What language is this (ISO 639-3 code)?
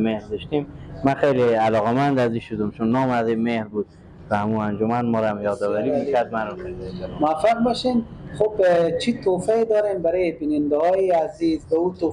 fas